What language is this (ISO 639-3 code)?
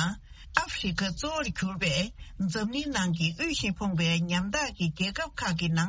bod